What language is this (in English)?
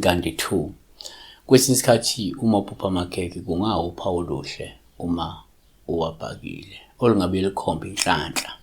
Zulu